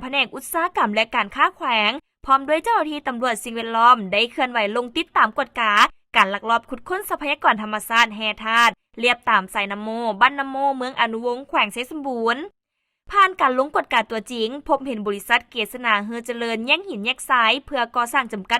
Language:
Lao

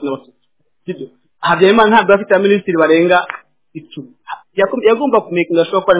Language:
Kinyarwanda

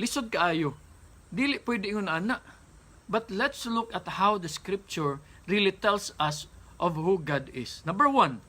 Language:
Cebuano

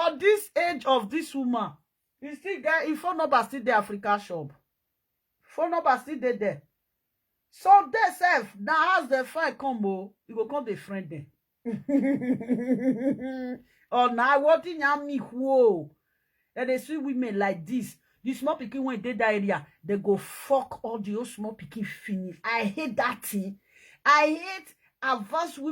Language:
Nigerian Pidgin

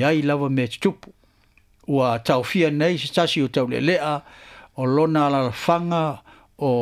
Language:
Samoan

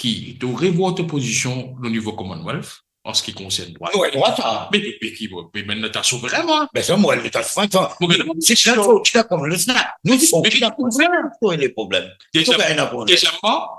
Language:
Morisyen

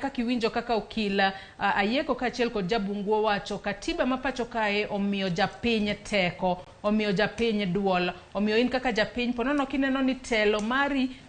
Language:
Luo (Kenya and Tanzania)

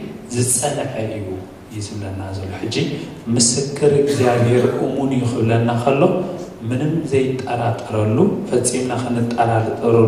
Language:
Tigrinya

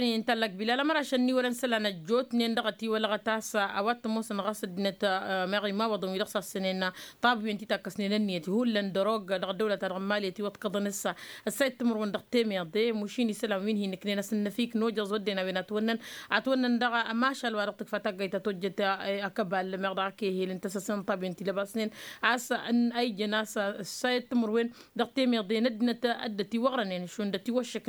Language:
Tamasheq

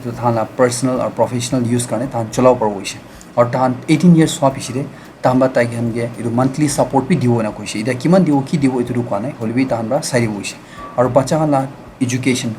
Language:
Naga Pidgin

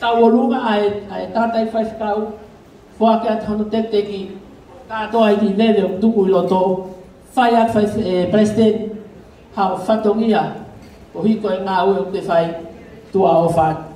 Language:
Tongan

